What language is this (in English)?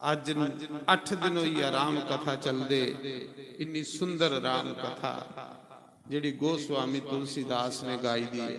Dogri